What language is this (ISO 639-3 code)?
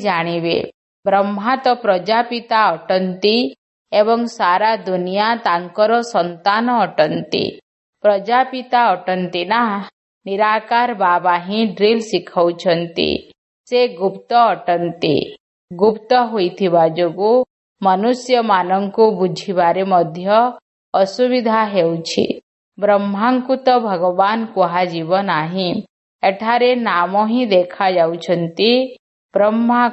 ori